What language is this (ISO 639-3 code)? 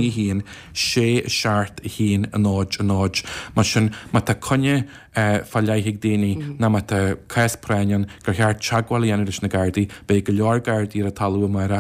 gle